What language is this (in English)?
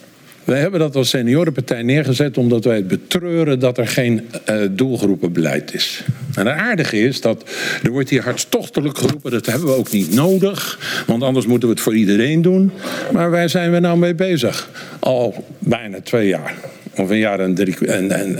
Dutch